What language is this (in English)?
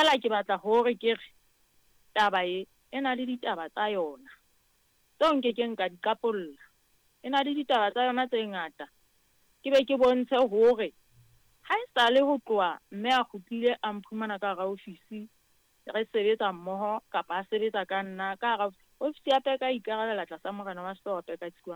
Southern Sotho